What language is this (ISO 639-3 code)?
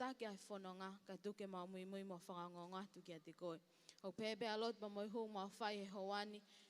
ton